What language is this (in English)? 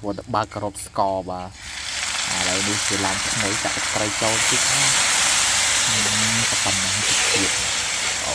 Khmer